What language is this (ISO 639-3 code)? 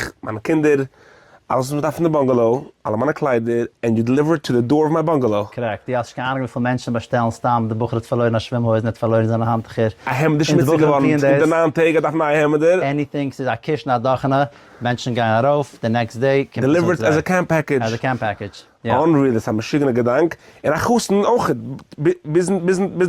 yid